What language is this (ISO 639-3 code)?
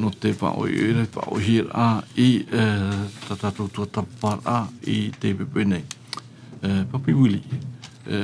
tah